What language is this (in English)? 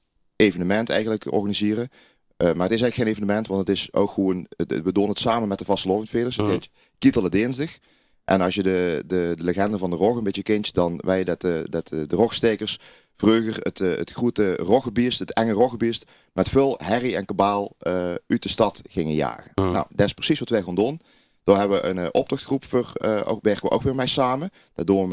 Limburgish